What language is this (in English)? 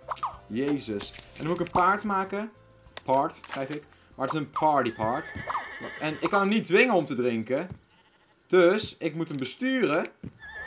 Dutch